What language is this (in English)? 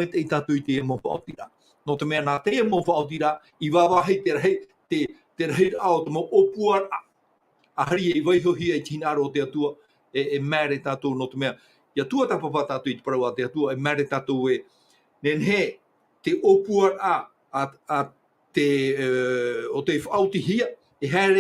Tahitian